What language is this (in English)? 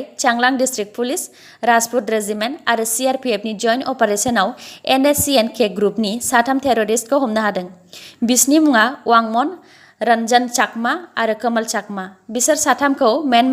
Bodo